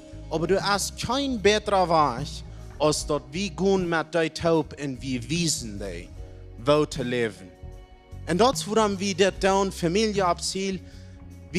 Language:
Plautdietsch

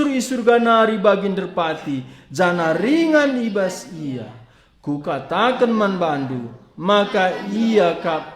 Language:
Batak Karo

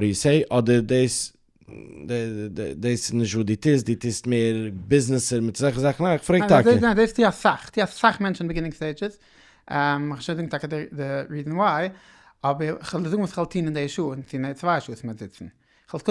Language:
Yiddish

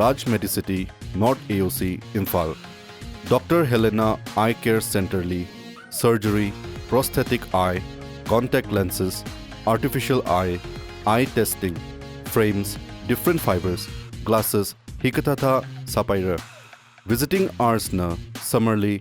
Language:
Tangkhul Naga (India)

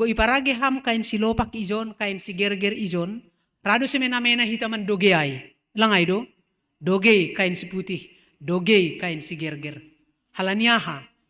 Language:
Batak Simalungun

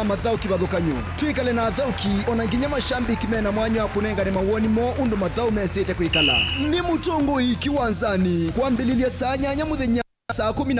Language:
Kamba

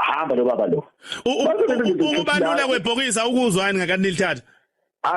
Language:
Zulu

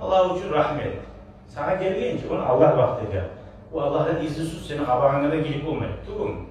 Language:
Kumyk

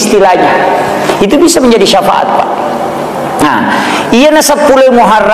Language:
Buginese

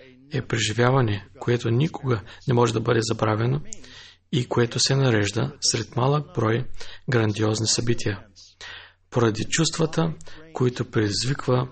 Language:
Bulgarian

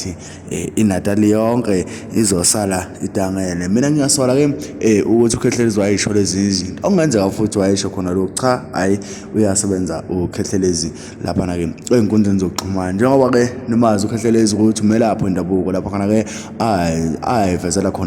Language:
Zulu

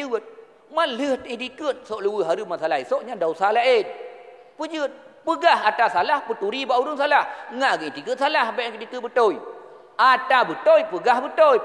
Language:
Achinese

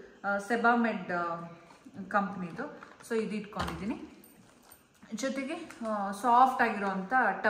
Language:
Kannada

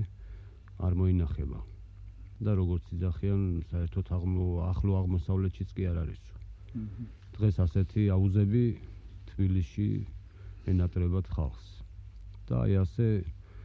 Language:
Georgian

